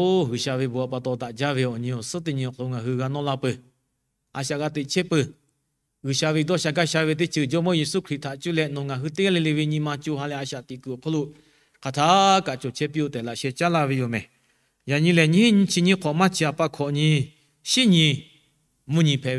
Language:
Lahu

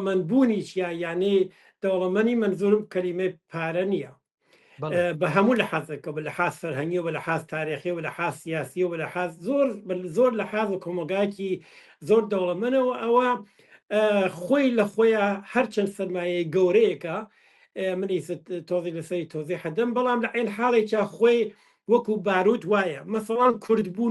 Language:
Central Kurdish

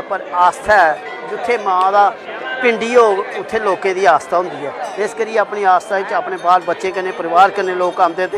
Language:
Dogri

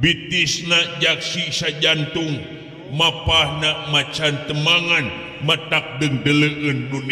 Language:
Sundanese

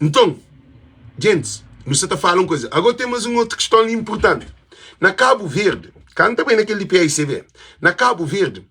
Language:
Kabuverdianu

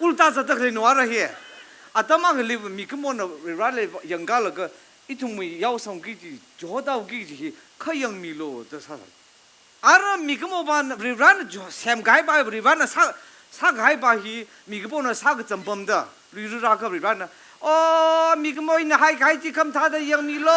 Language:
Tangkhul Naga (India)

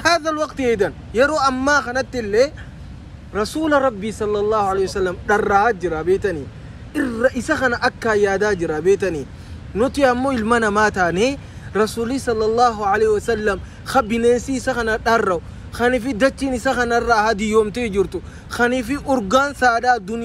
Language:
Oromo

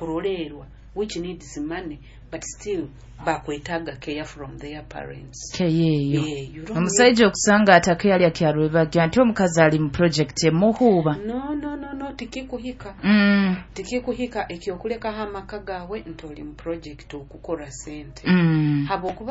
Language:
Nyoro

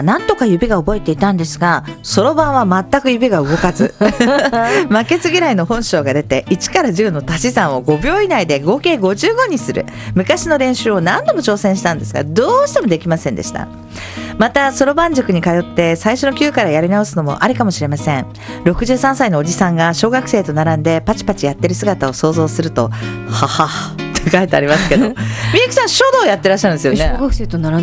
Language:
Japanese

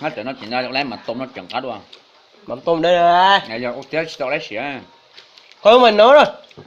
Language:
Hmong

